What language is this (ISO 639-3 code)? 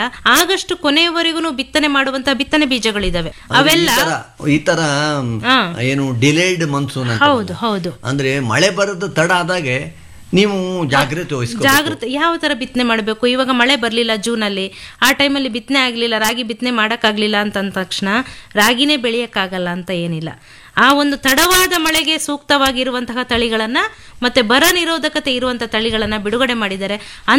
kan